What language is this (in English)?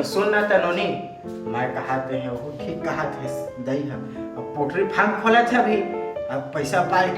Chhattisgarhi